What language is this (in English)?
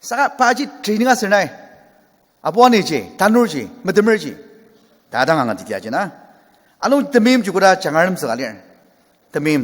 Ao Naga